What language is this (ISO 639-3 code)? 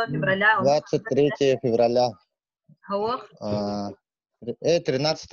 sah